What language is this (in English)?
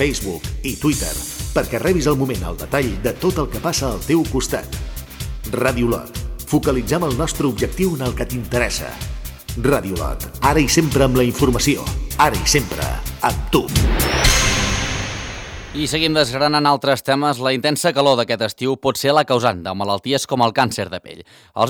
Catalan